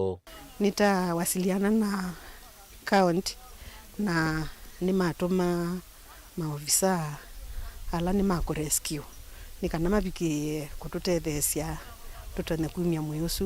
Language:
Kamba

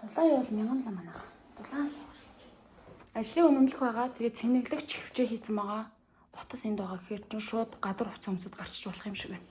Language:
Mongolian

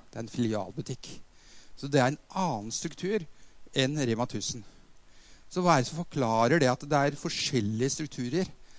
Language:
Norwegian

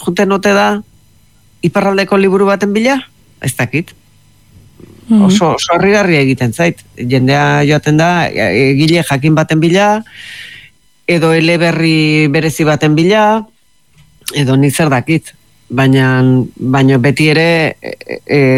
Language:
Basque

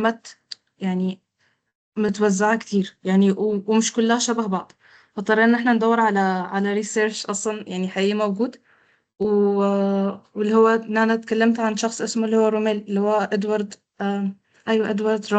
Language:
Egyptian Arabic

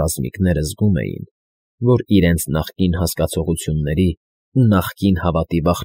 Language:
Armenian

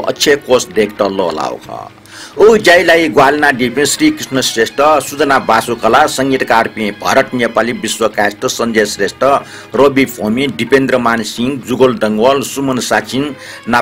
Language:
Newari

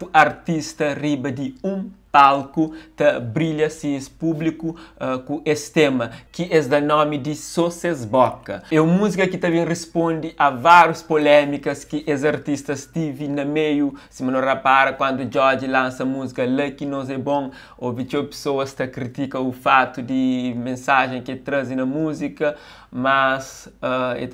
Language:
Kabuverdianu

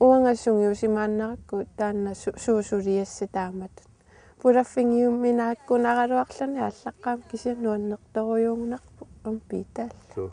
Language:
Kalaallisut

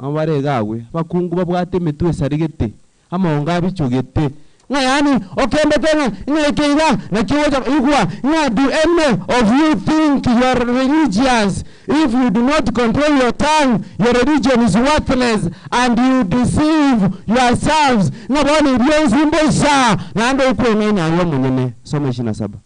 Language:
Gusii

